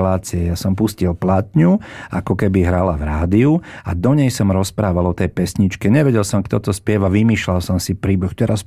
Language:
Slovak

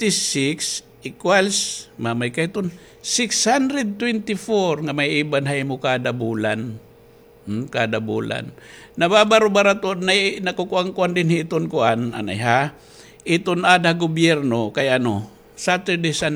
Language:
Waray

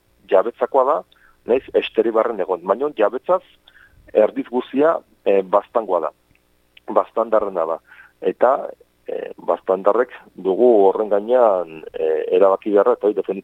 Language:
Basque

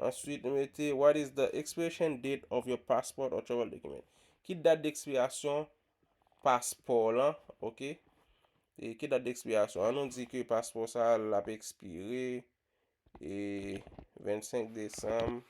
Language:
Haitian Creole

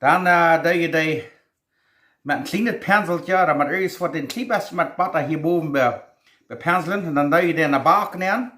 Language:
Plautdietsch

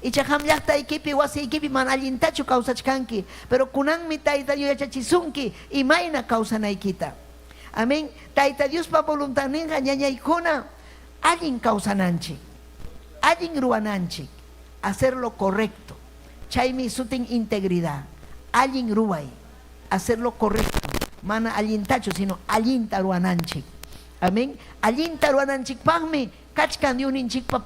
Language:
Ayacucho Quechua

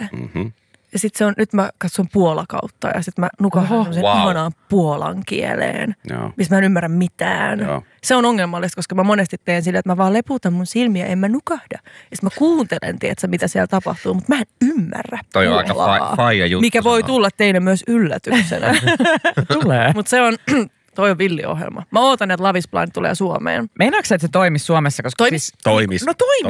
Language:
Finnish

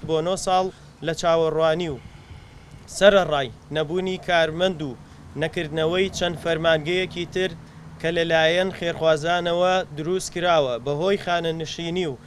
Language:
Central Kurdish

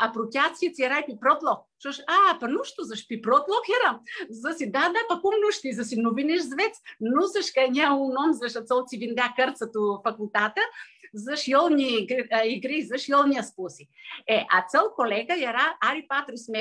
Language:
Aromanian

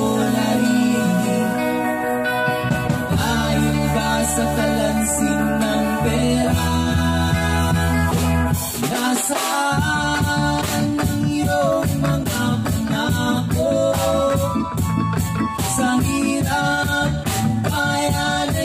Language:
Filipino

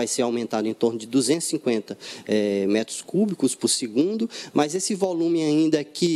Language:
Portuguese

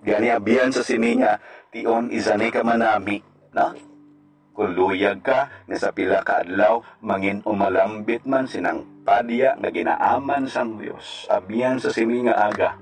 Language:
Hiligaynon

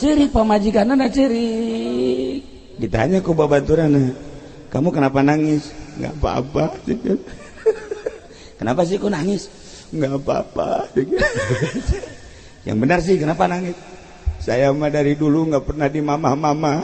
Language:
Sundanese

